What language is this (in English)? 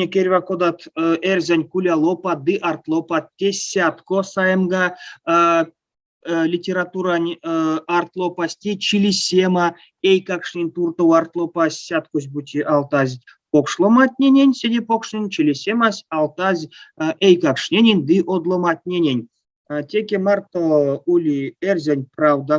Erzya